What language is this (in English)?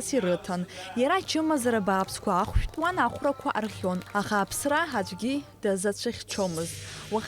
Abkhazian